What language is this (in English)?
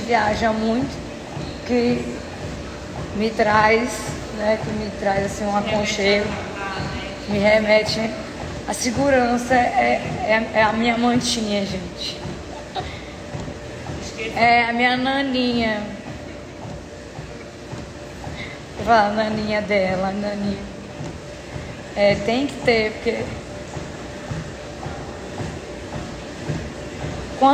Portuguese